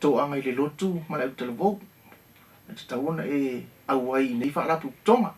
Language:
Samoan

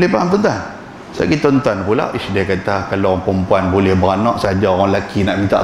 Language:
Malay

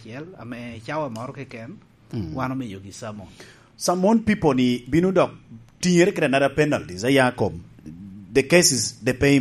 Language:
Lango (Uganda)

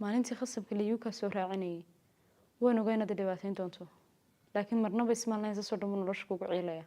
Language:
Somali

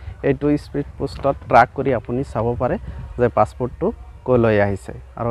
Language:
Assamese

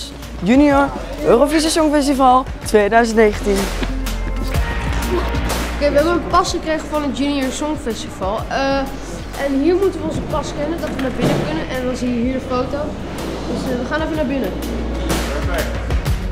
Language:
Dutch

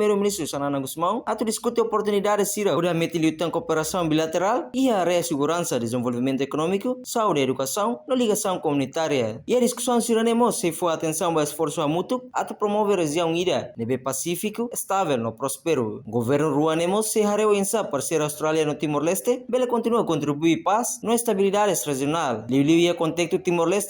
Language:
Tetum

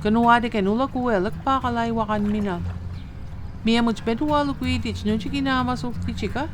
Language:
Mi'kmaw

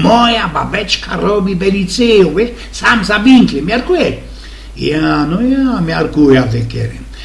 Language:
Silesian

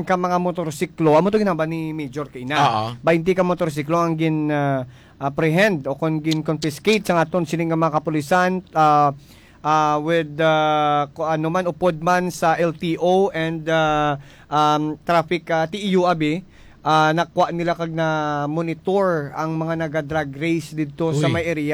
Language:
Hiligaynon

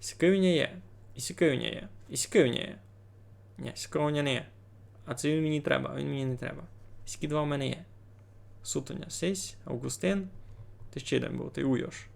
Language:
Rusyn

